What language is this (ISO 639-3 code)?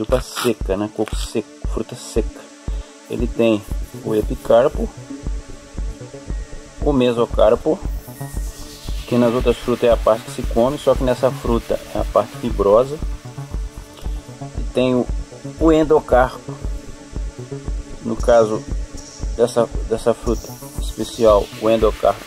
por